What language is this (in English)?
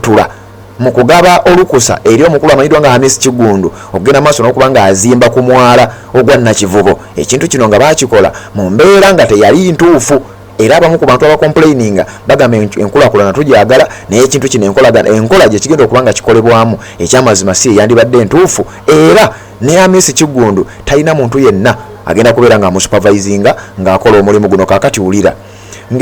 Ganda